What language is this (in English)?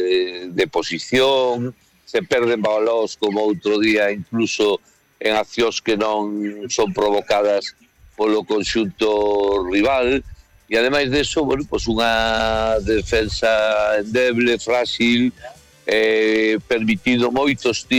Galician